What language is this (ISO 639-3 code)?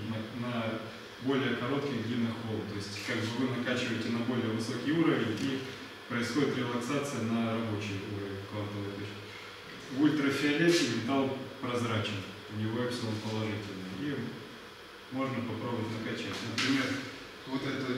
rus